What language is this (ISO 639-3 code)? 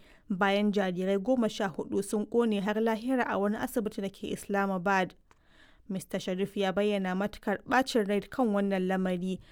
hau